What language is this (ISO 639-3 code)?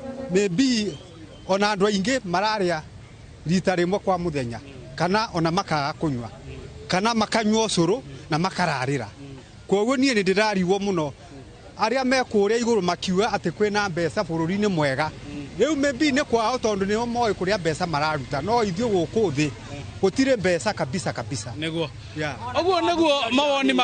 kik